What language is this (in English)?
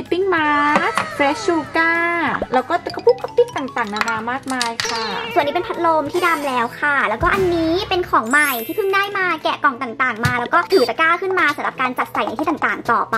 Thai